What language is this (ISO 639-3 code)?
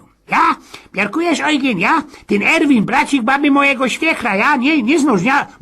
szl